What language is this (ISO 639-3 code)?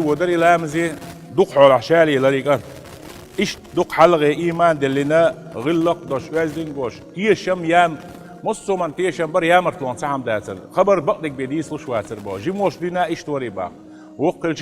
che